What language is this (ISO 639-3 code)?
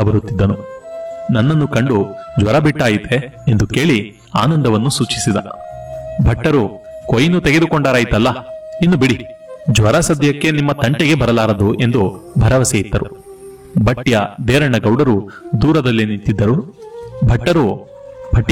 kan